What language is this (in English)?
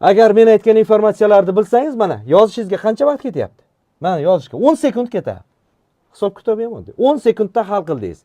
Uzbek